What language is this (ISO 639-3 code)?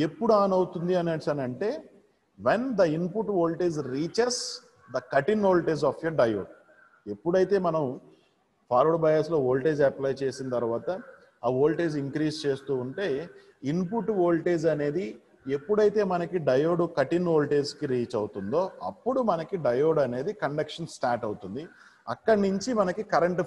tel